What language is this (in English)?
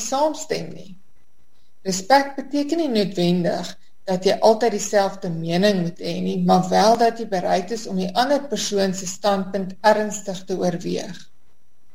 Afrikaans